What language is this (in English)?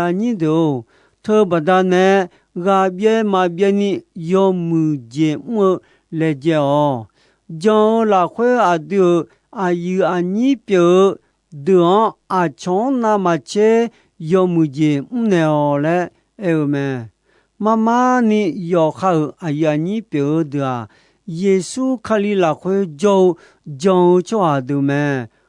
Akha